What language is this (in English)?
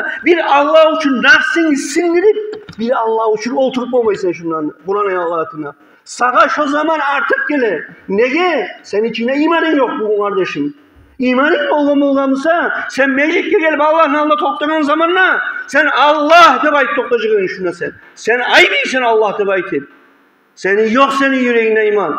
Kumyk